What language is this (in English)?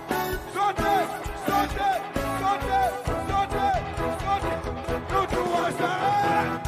Seselwa Creole French